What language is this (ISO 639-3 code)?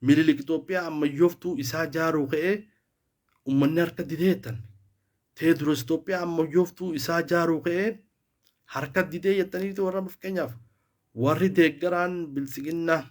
orm